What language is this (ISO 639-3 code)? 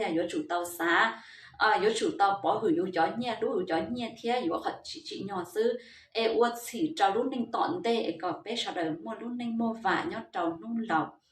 hmn